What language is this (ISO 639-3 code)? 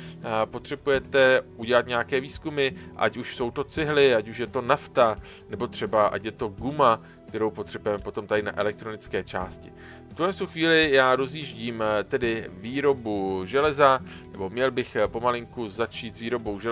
ces